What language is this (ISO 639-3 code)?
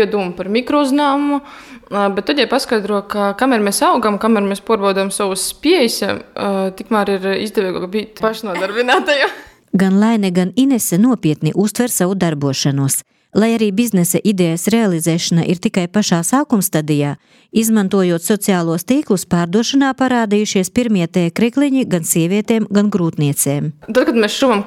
lav